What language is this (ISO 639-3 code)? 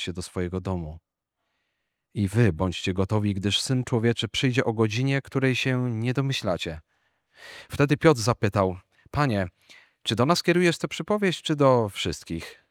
pol